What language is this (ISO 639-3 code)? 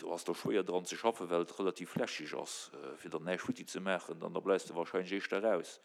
ltz